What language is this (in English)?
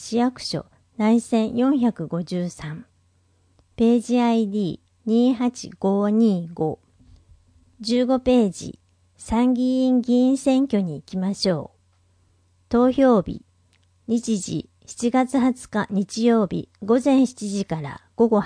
Japanese